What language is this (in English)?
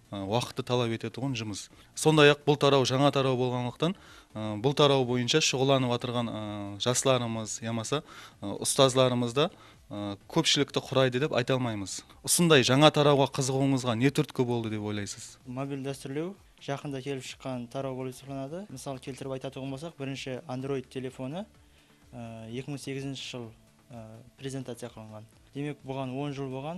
Kara-Kalpak